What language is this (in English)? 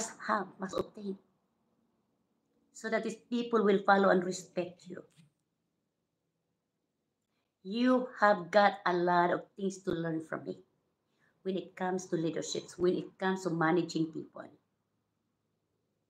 Filipino